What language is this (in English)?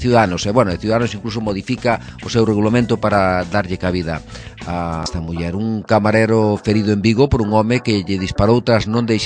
Galician